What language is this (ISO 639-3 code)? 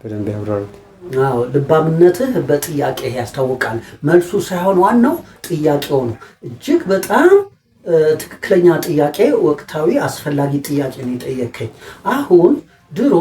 amh